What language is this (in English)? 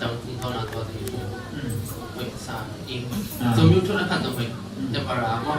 Tedim Chin